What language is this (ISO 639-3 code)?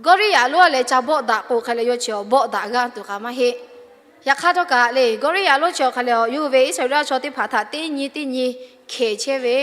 lhu